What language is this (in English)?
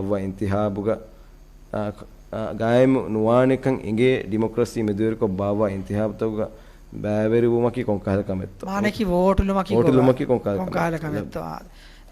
Divehi